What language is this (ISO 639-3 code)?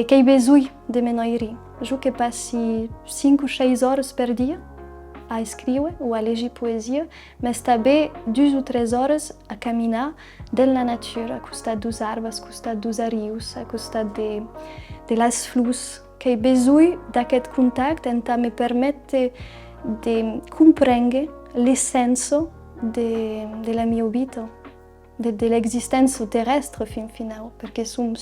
oci